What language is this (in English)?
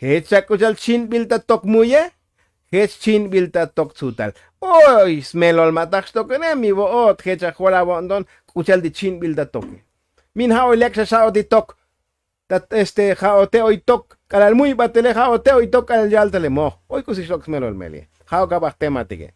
Tzotzil